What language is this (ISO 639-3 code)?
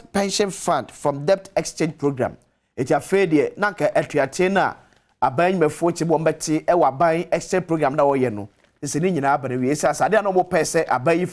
aka